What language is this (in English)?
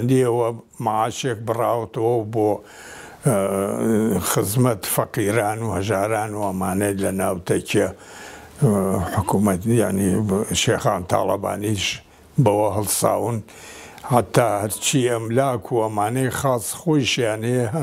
Central Kurdish